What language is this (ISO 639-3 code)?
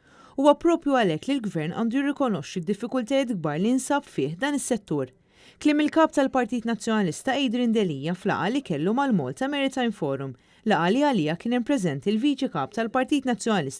mlt